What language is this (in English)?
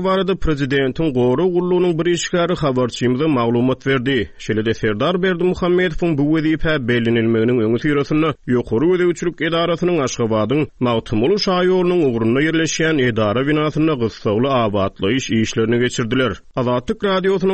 Turkmen